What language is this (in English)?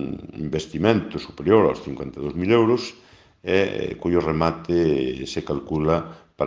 Galician